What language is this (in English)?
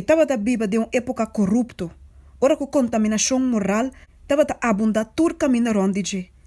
Papiamento